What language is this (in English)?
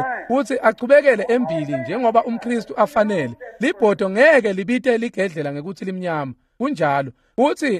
Swati